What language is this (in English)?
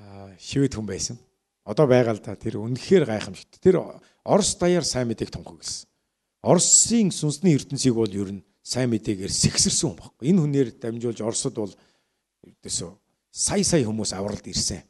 Mongolian